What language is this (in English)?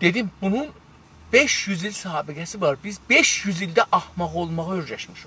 South Azerbaijani